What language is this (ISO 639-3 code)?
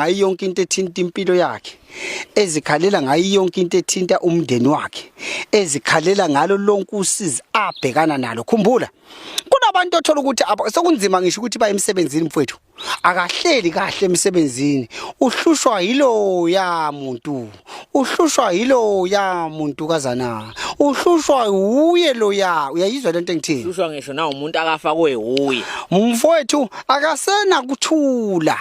zul